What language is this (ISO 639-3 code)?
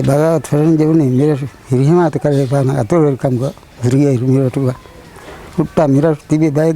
div